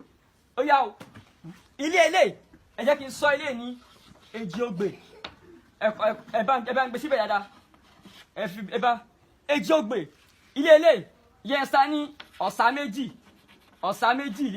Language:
Yoruba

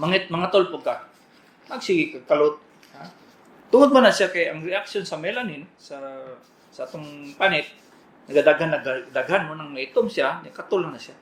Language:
Cebuano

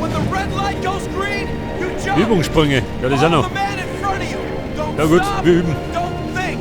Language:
Bavarian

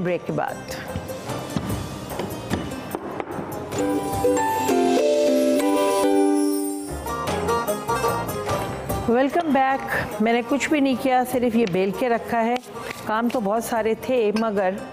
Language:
Hindi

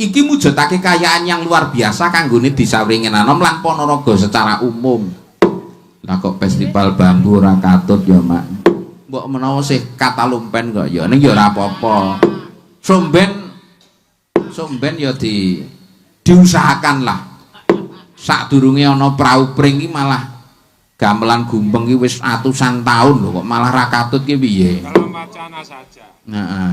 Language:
Javanese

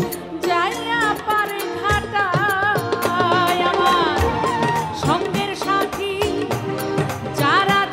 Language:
Bangla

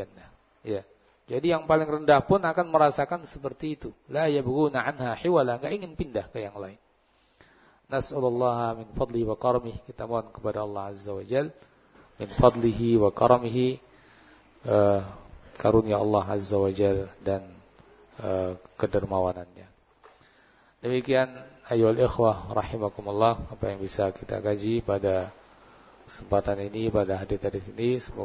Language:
Indonesian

